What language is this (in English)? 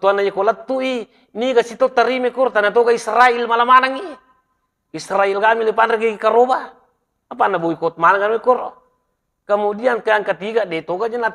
Buginese